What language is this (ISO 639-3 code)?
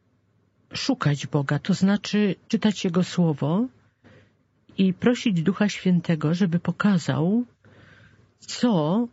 pol